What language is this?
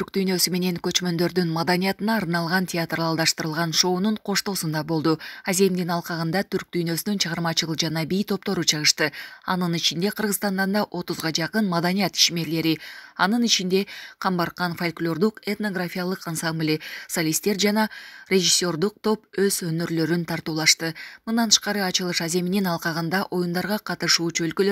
Kyrgyz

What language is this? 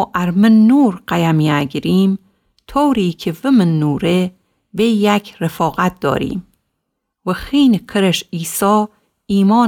Gilaki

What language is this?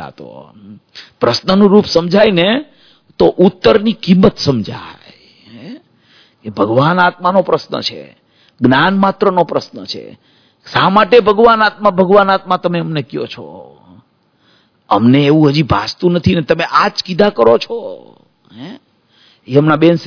Gujarati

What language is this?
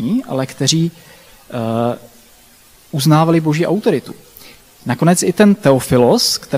Czech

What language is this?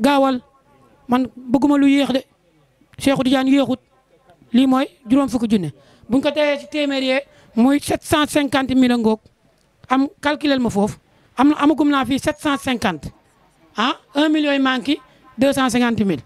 Wolof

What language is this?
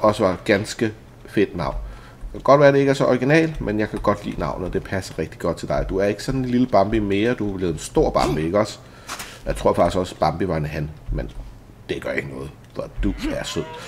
Danish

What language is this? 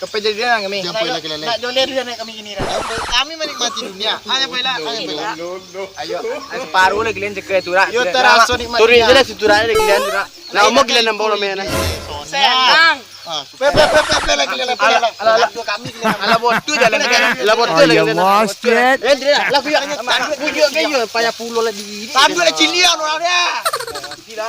Minangkabau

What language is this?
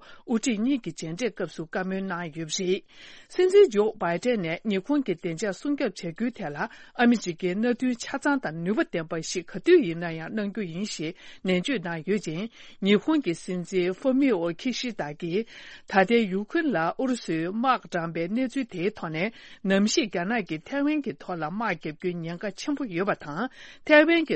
Tibetan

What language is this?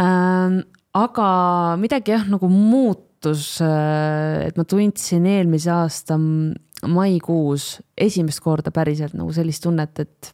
Estonian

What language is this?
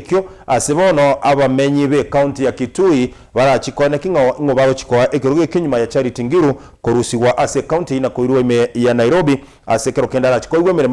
Gusii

